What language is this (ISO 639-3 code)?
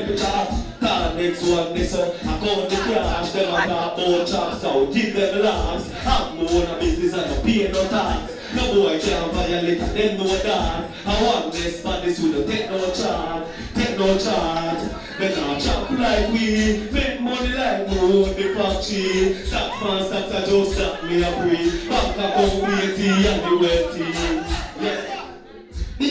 jam